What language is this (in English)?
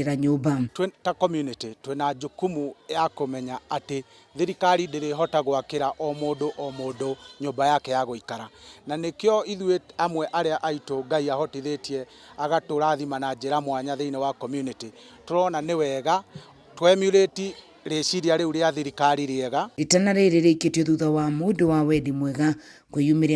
Kikuyu